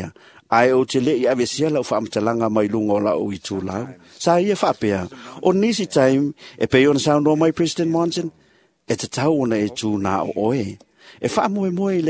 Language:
Samoan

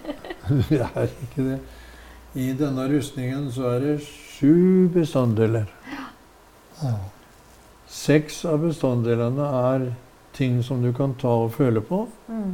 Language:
Norwegian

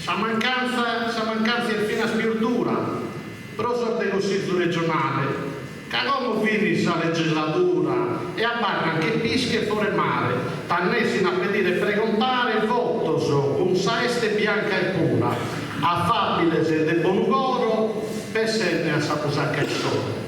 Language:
Sardinian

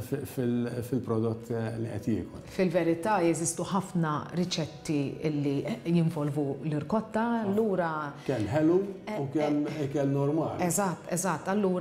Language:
Maltese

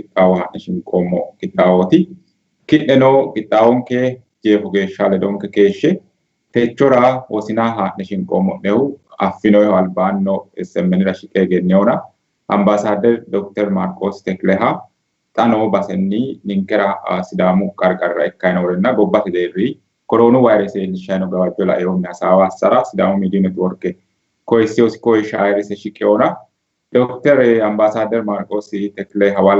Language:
Sidamo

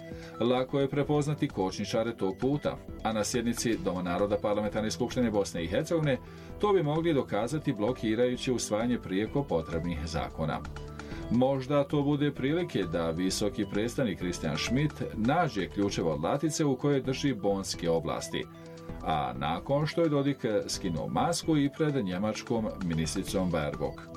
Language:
Bosnian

